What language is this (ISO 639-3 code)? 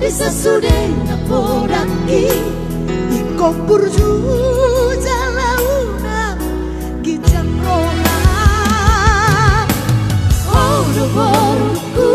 bbc